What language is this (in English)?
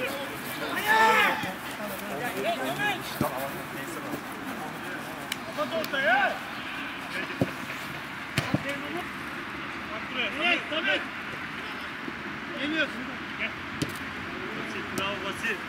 Turkish